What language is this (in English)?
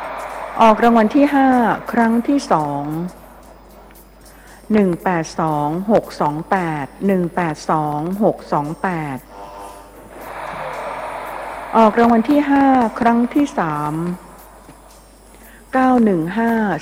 Thai